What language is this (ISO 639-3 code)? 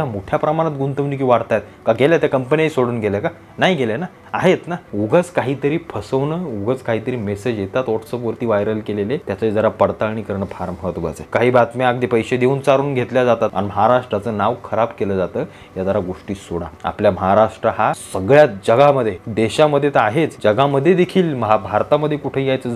mar